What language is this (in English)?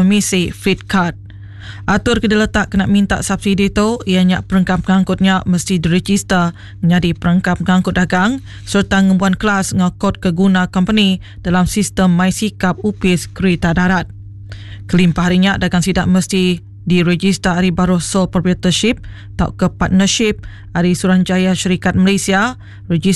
Iban